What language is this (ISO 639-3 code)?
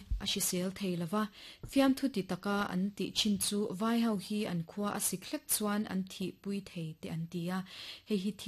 lus